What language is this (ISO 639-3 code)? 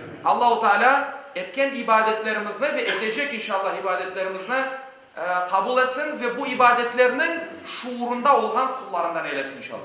crh